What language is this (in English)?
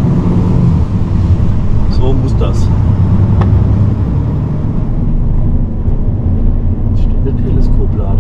German